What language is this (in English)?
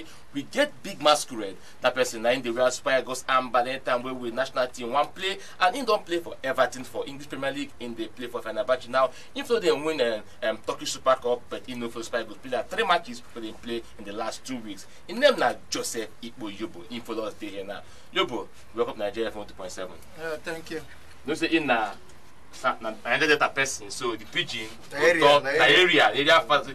Nigerian Pidgin